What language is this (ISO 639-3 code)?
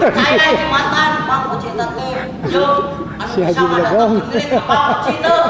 sun